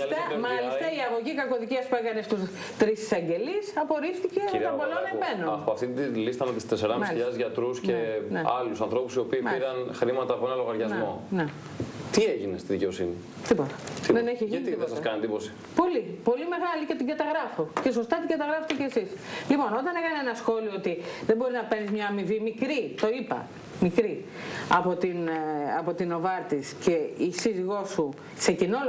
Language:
Greek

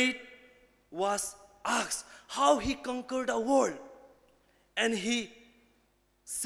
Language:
Ao Naga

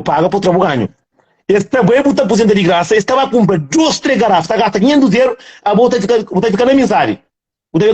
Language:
Kabuverdianu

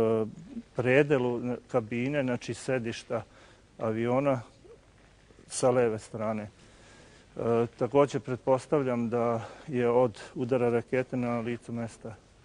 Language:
Serbian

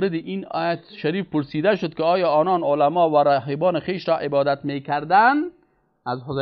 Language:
Persian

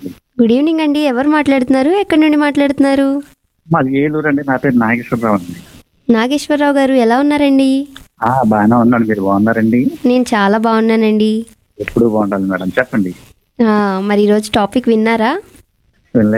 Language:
Telugu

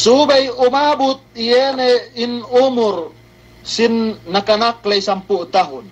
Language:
Yakan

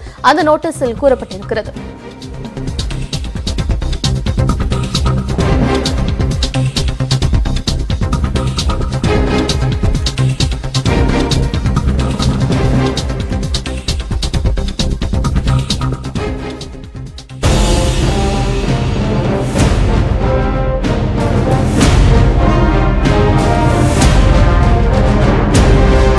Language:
Tamil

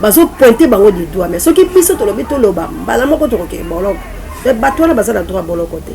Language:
Lingala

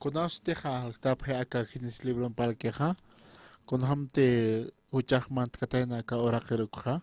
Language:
Aymara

